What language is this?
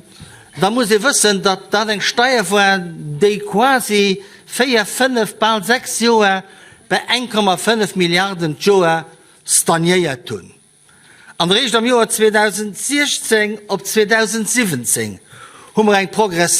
Luxembourgish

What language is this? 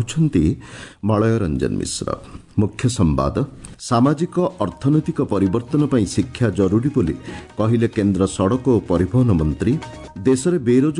Odia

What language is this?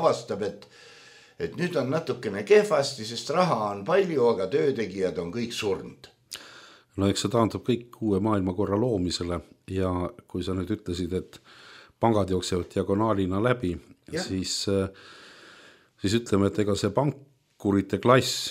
Estonian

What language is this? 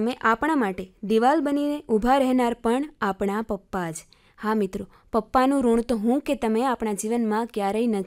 Gujarati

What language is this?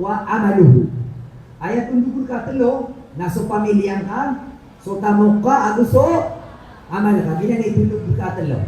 Maranao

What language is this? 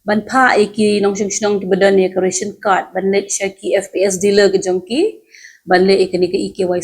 Khasi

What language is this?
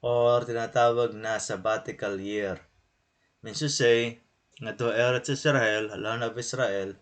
Waray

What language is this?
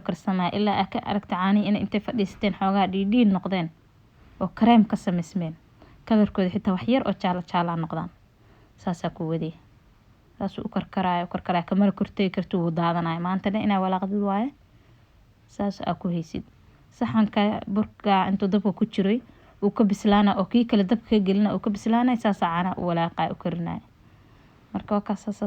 Somali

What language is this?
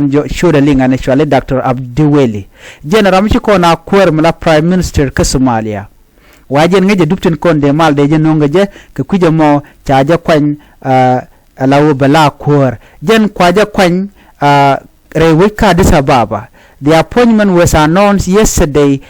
Nuer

